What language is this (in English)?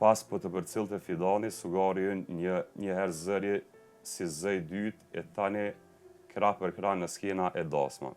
Albanian